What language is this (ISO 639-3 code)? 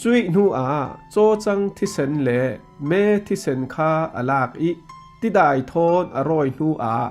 cfm